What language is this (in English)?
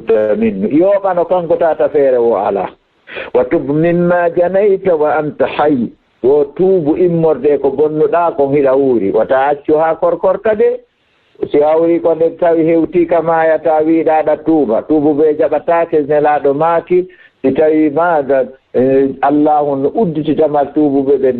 Fula